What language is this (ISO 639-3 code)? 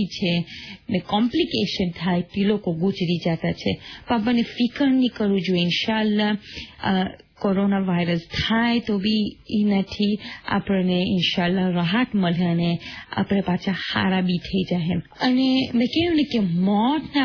guj